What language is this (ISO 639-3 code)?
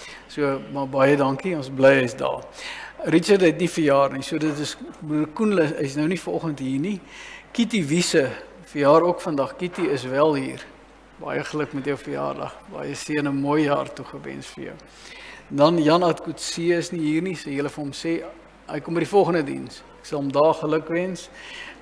afr